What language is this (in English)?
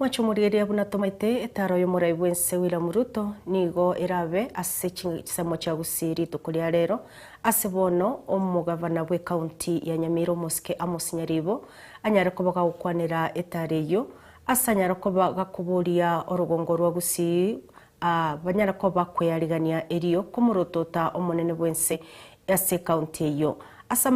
Gusii